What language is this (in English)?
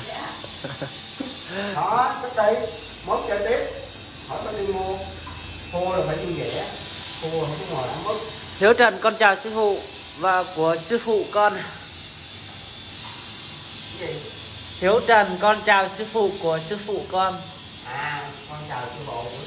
Vietnamese